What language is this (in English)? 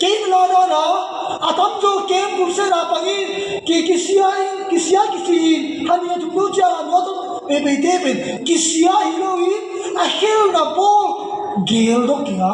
Tedim Chin